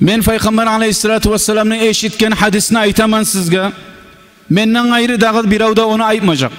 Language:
Kumyk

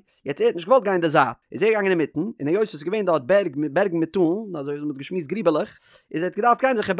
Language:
Yiddish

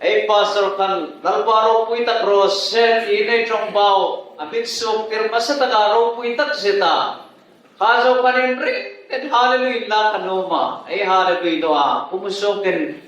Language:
Hmar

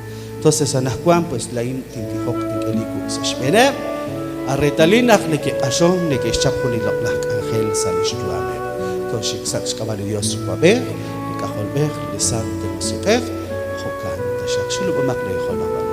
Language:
Kekchí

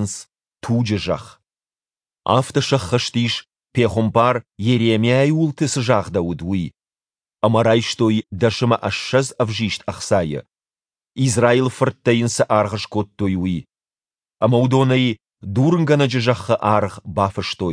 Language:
Ossetic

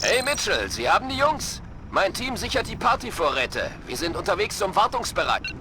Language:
Bavarian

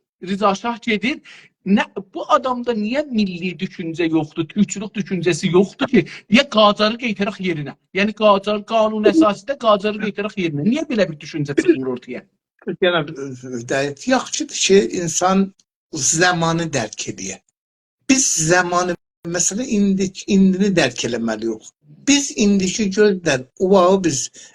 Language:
South Azerbaijani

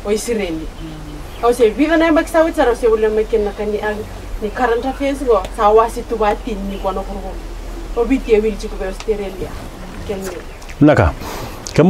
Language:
Fijian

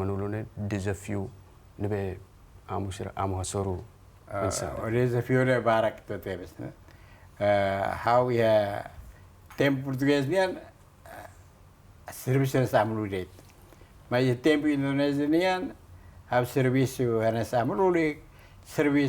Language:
Tetum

